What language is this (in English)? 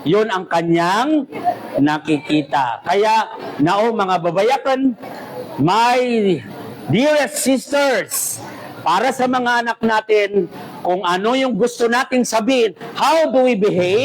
Maranao